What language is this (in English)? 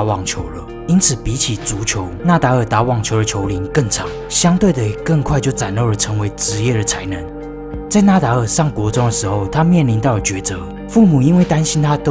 Chinese